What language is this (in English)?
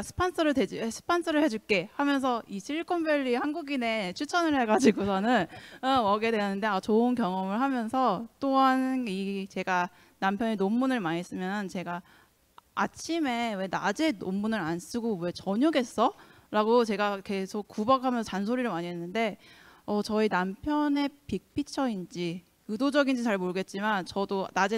Korean